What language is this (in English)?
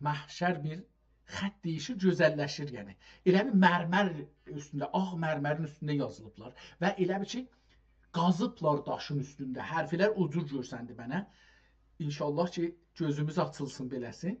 South Azerbaijani